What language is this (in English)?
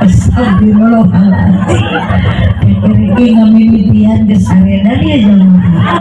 Sundanese